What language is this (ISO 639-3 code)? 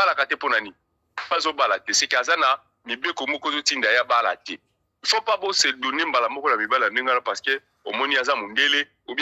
lin